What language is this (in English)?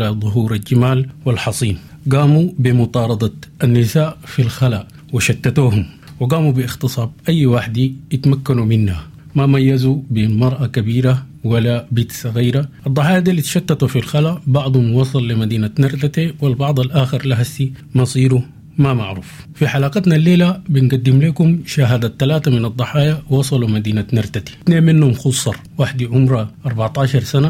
Sudanese Arabic